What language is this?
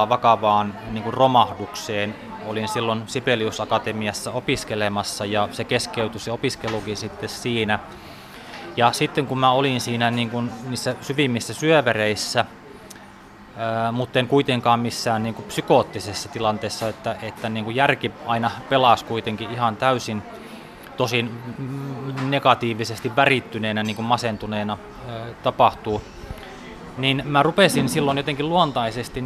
Finnish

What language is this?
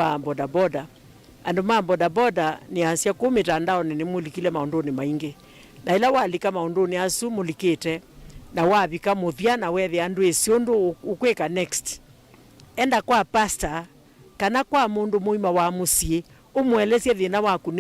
Kamba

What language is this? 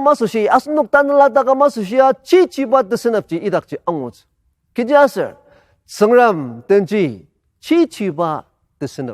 Ao Naga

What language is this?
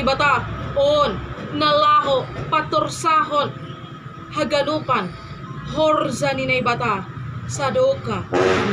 Batak Simalungun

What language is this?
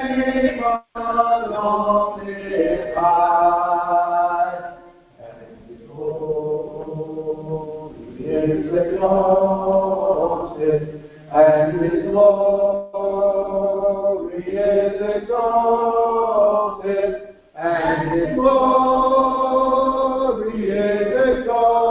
English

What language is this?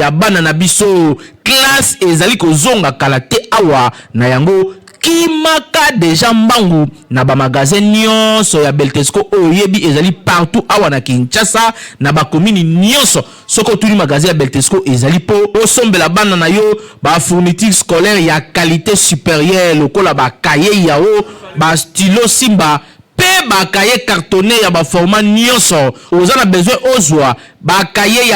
Lingala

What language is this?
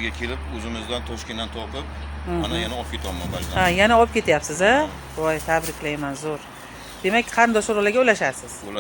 Uzbek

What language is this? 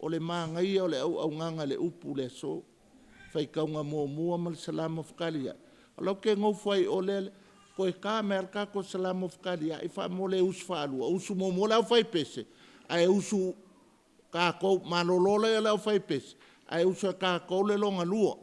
Samoan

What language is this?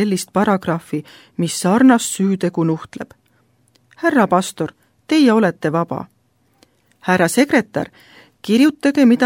Estonian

